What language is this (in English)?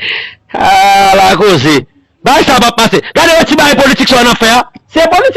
Haitian Creole